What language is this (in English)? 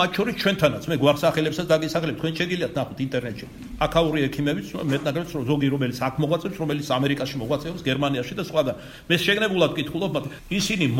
Georgian